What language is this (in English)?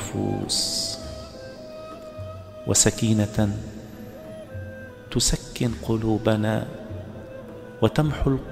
Arabic